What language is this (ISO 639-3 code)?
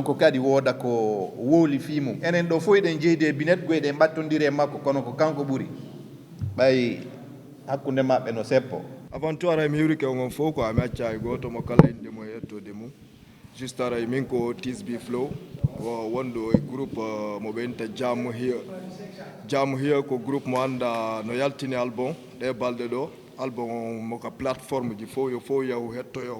ful